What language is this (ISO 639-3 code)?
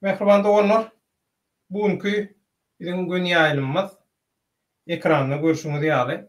tuk